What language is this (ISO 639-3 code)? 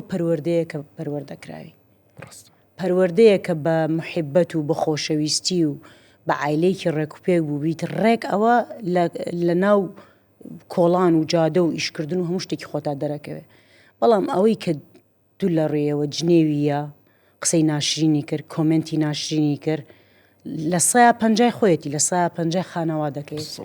ckb